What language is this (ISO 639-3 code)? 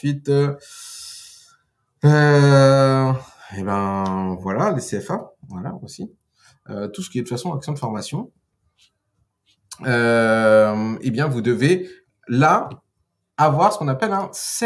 fra